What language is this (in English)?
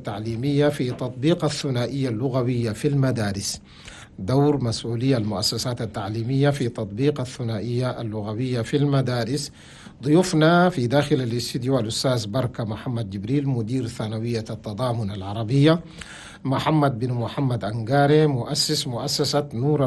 Chadian Arabic